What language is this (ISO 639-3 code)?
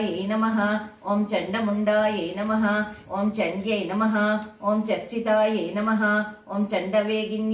san